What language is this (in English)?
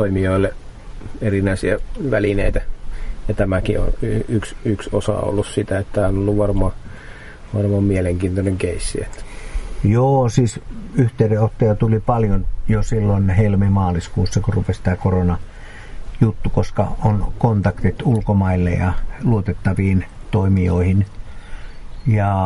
Finnish